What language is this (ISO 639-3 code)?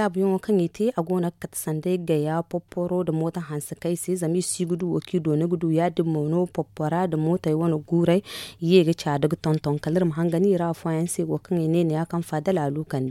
dje